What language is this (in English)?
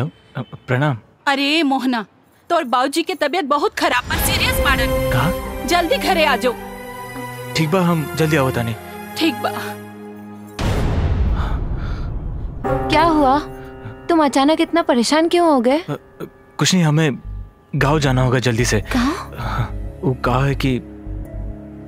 Bhojpuri